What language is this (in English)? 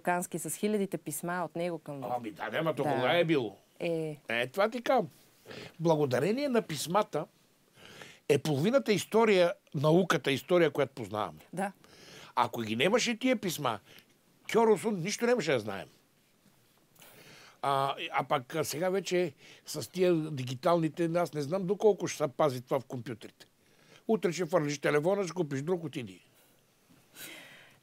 Bulgarian